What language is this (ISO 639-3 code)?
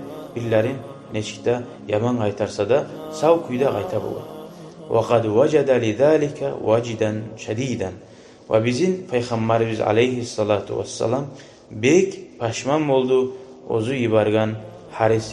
kum